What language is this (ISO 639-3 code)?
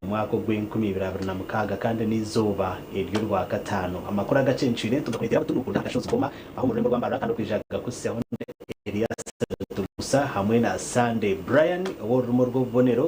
nyn